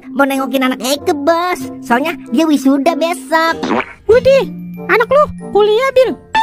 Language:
Betawi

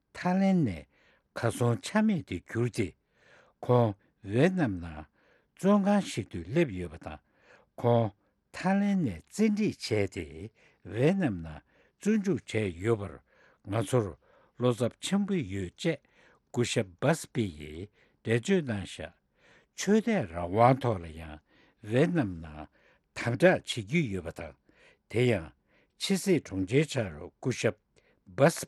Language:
Tibetan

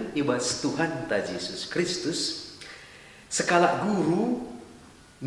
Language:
Batak Karo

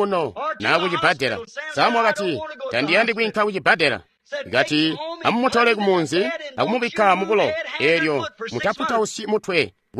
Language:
Tonga (Zambia)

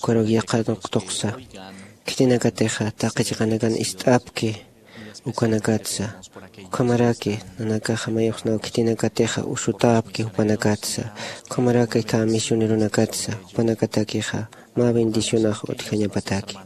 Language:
Aymara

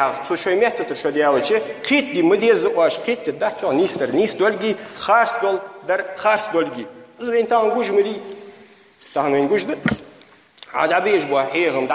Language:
Ingush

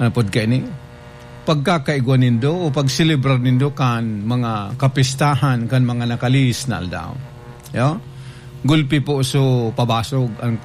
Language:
Bikol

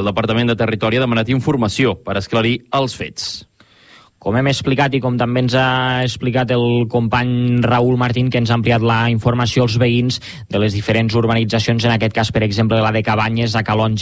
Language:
Catalan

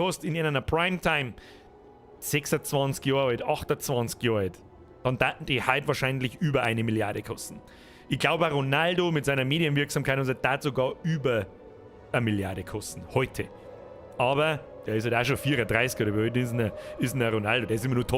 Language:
Bavarian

